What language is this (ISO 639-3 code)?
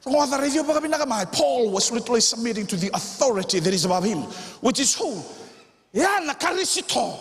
fij